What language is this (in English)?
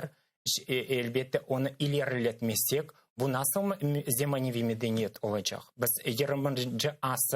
Crimean Tatar